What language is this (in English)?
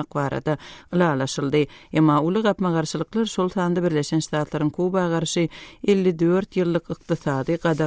Turkmen